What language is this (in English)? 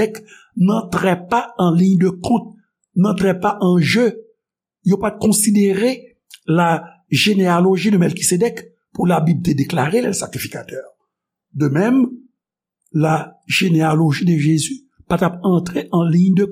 Haitian Creole